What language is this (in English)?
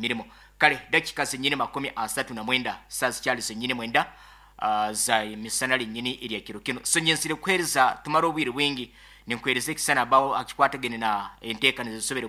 Nyoro